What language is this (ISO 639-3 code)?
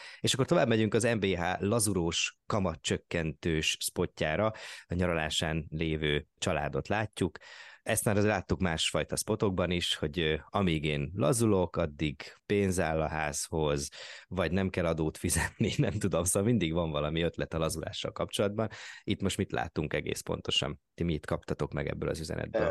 hun